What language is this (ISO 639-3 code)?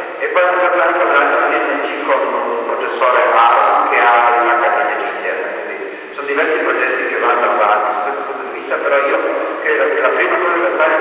ita